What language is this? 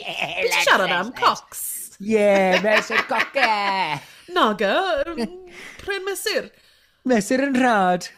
Welsh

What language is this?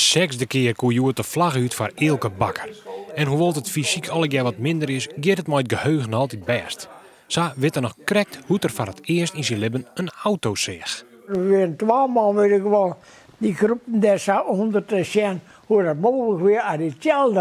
Western Frisian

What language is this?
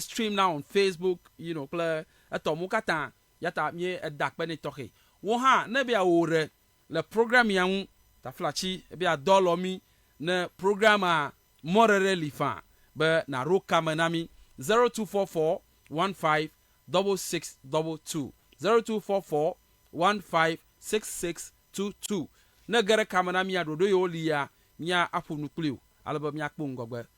Ewe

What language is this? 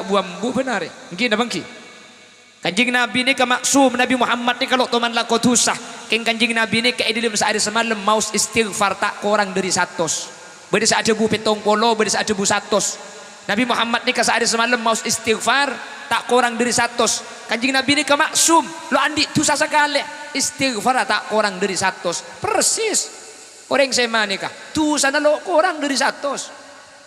Madurese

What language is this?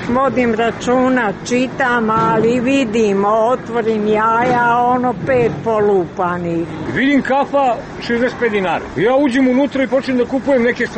Serbian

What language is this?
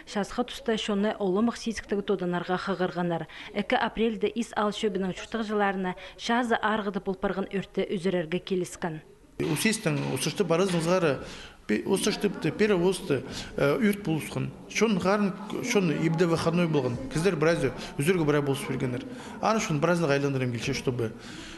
Khakas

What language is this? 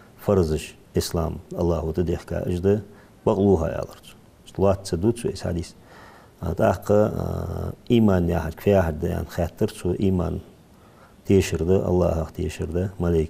Ingush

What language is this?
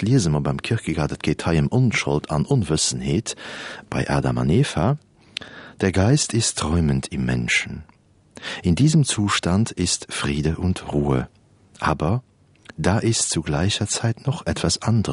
Luxembourgish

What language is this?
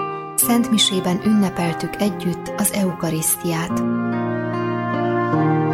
Hungarian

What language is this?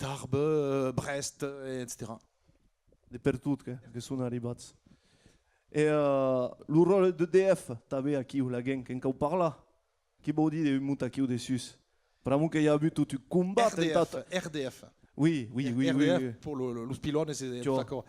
Occitan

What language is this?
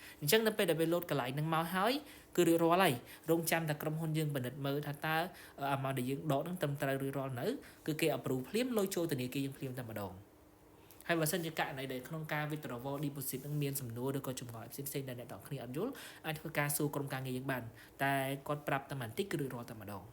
Khmer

